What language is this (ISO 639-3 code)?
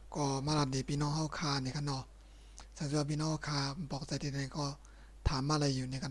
shn